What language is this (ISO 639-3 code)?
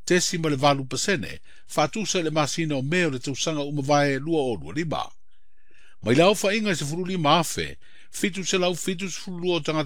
smo